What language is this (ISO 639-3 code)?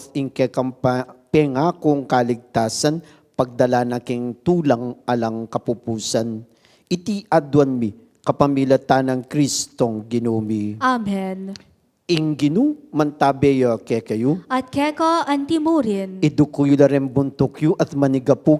pam